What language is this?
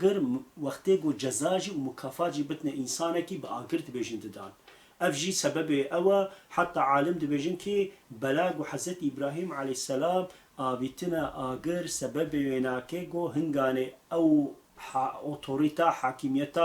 Kurdish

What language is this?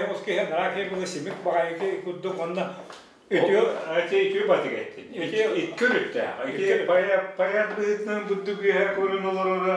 Yakut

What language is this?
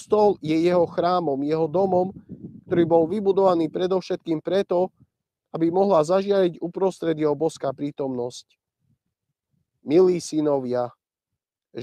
Slovak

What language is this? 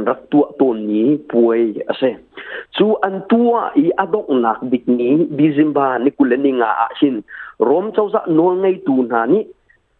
Hakha Chin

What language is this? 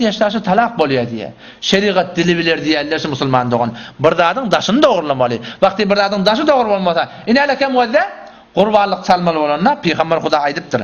Turkmen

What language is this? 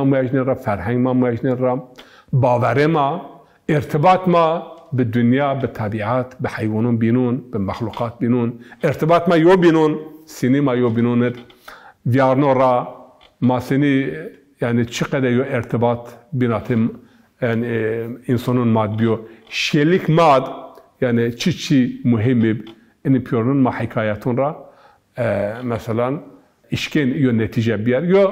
Zaza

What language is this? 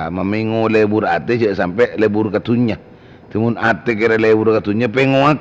Madurese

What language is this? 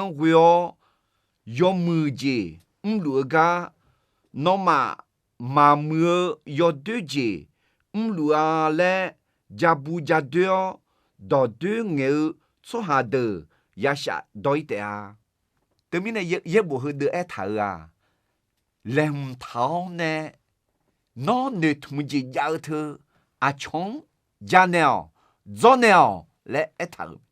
Akha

